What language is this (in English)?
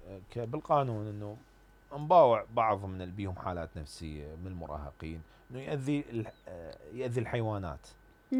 Mesopotamian Arabic